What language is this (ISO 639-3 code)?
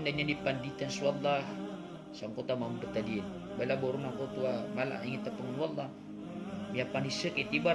mrw